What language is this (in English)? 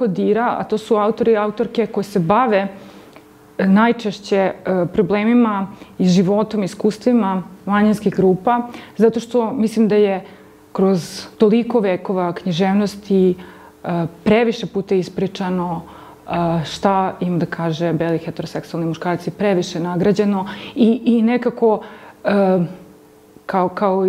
Serbian